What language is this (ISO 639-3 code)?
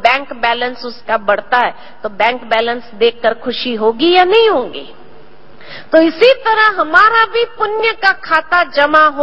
hin